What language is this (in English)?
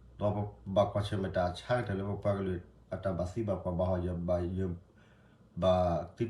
S'gaw Karen